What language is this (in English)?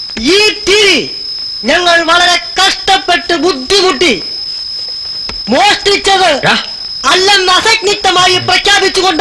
Malayalam